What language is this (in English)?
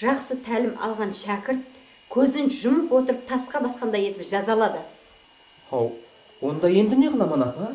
Kara-Kalpak